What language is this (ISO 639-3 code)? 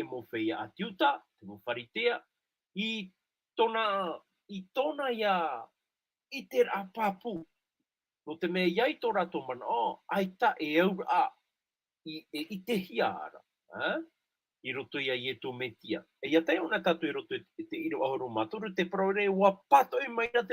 tah